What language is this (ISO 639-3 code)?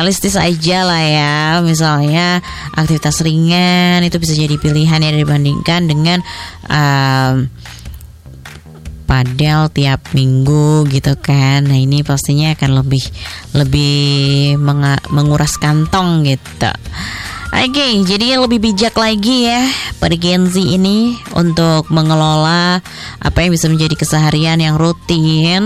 ind